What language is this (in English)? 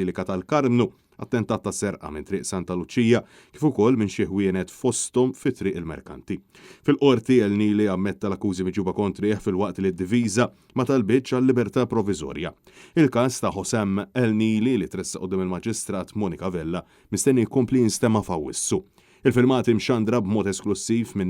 Maltese